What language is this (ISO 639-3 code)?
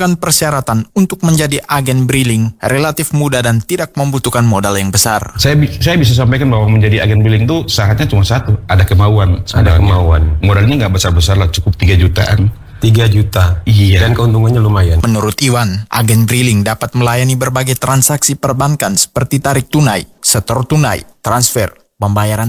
ind